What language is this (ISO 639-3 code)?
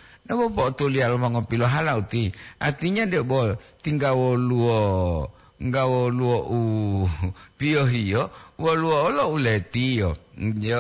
gor